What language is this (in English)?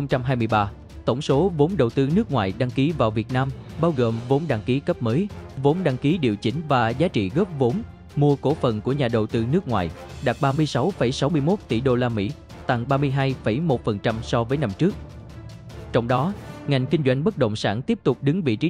Vietnamese